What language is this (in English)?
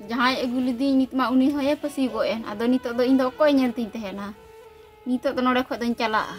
Santali